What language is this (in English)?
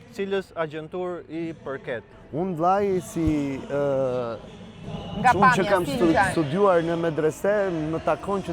Albanian